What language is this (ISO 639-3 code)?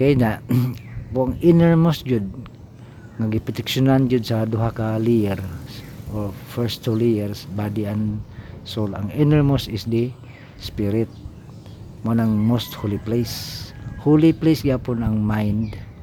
ceb